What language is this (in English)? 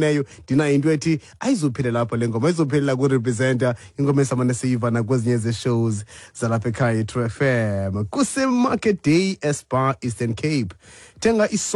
Xhosa